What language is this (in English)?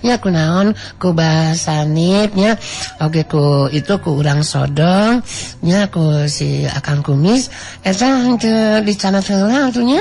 Sundanese